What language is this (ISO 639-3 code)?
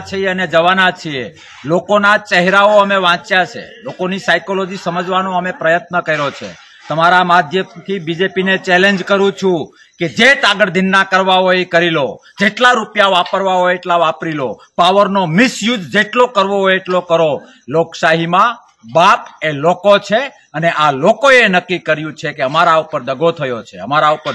guj